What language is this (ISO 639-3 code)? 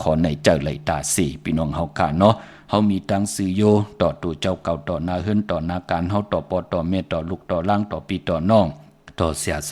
shn